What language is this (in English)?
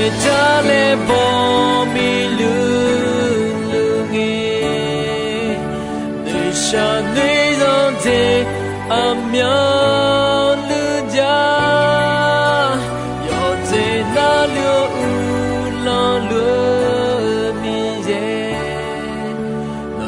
Akha